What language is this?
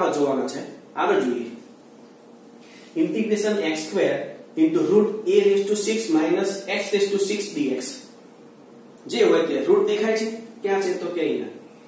Gujarati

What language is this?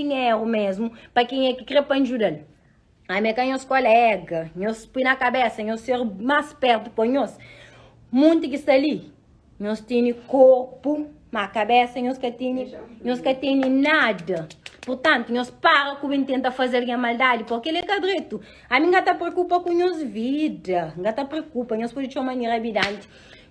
Kabuverdianu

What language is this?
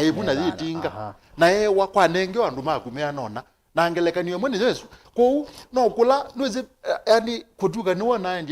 Kamba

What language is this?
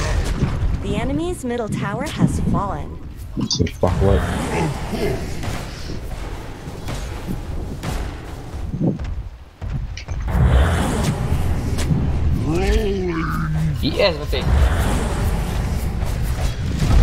Malay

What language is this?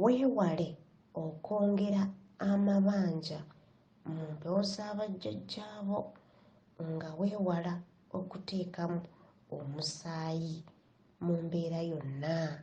Ganda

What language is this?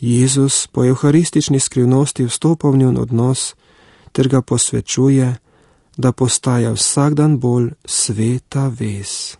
Slovenian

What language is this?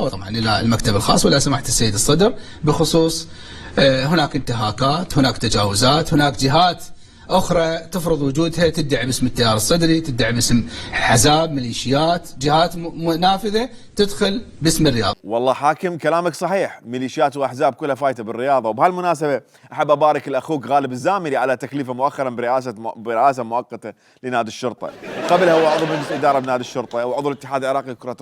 Mesopotamian Arabic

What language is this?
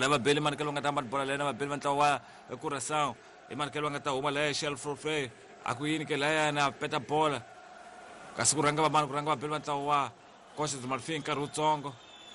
Tsonga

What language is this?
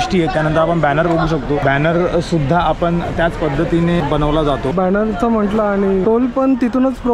Marathi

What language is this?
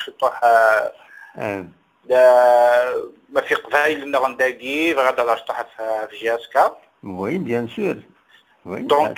Kabyle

